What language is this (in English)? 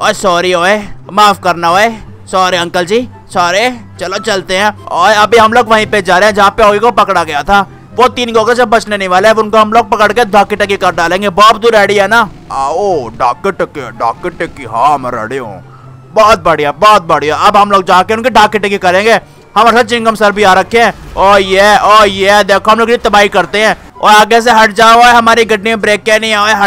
Hindi